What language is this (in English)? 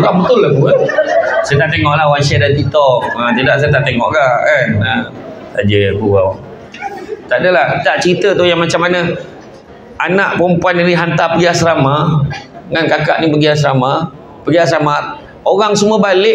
Malay